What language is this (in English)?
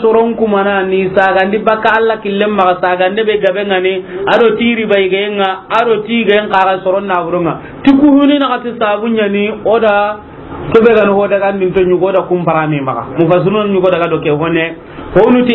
Soninke